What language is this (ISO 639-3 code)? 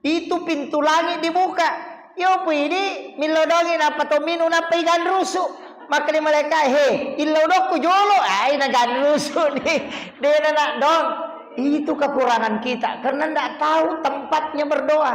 bug